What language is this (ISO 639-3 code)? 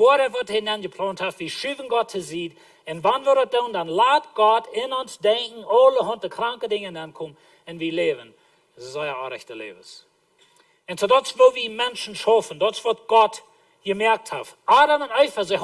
pdt